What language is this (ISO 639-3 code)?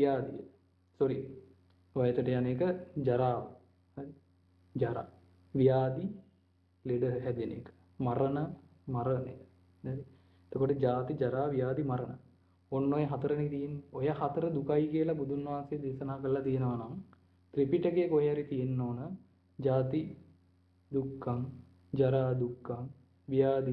sin